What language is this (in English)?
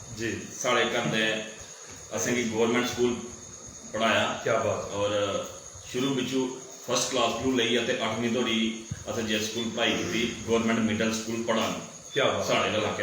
Dogri